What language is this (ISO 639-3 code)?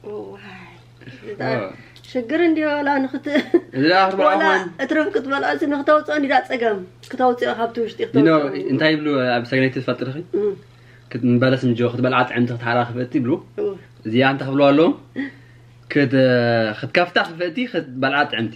tir